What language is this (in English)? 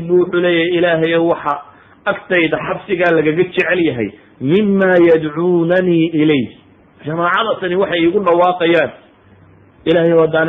Somali